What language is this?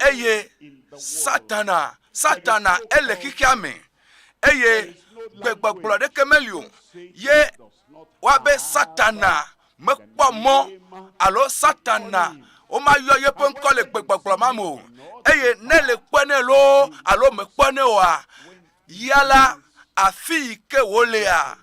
Ewe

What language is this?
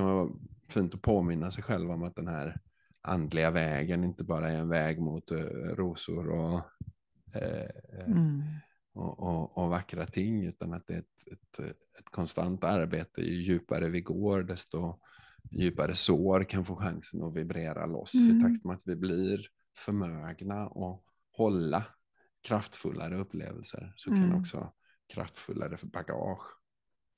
Swedish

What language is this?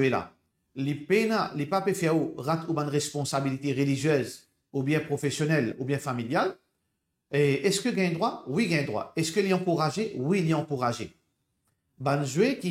Morisyen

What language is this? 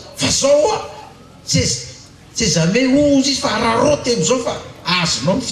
Malagasy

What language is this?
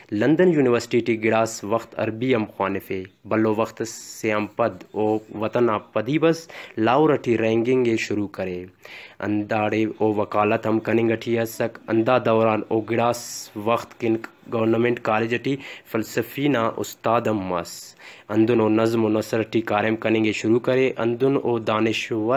Brahui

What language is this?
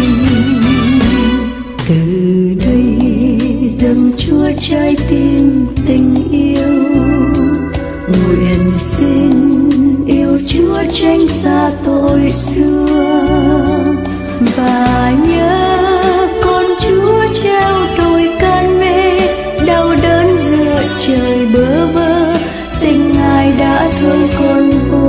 Vietnamese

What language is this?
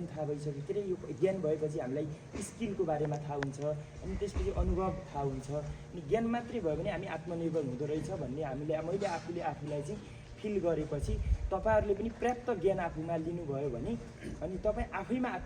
Nepali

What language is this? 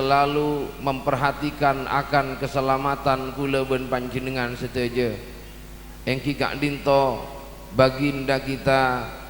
Madurese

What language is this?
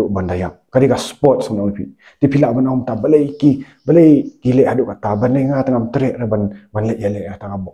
Khasi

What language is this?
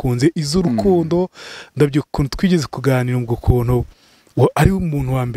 Kinyarwanda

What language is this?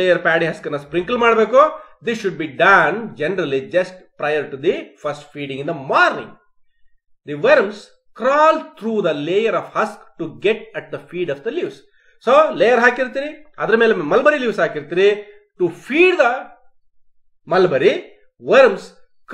Kannada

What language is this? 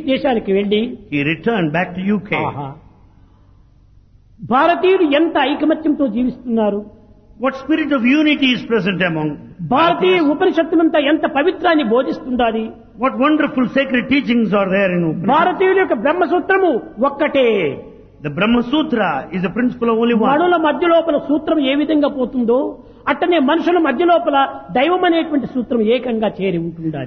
Telugu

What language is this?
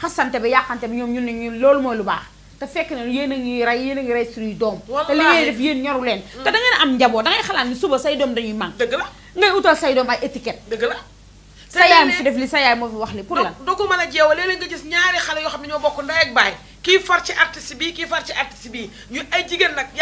Wolof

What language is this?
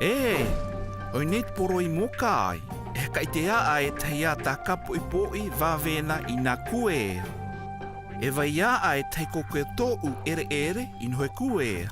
South Marquesan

